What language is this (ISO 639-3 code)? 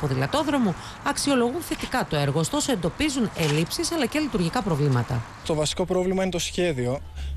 ell